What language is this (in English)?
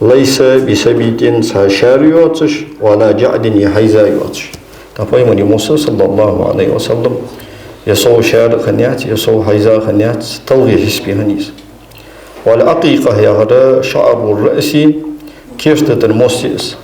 Ingush